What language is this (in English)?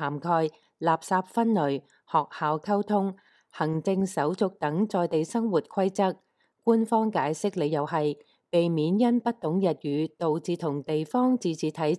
Cantonese